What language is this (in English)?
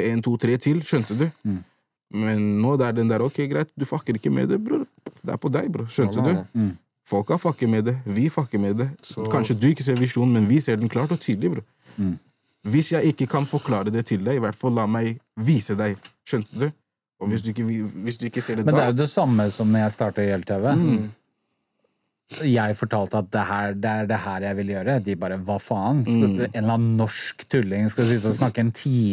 Norwegian